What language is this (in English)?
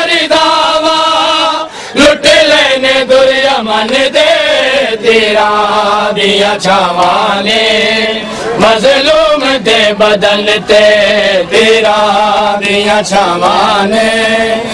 Saraiki